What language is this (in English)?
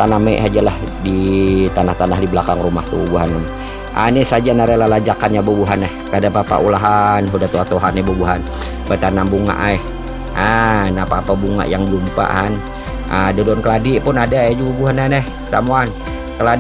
Banjar